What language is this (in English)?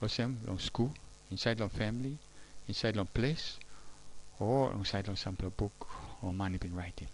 Tok Pisin